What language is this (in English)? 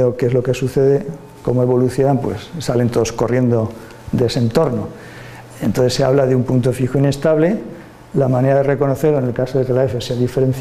Spanish